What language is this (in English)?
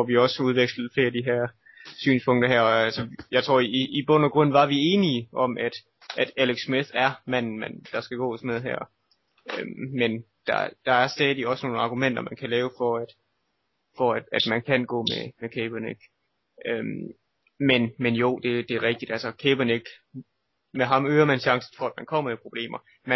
Danish